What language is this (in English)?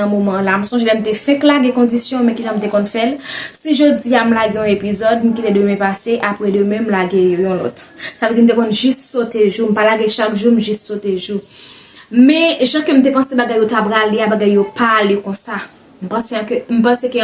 Haitian Creole